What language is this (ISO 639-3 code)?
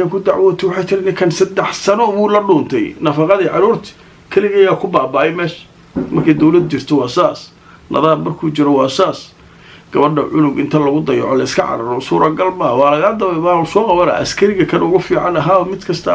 som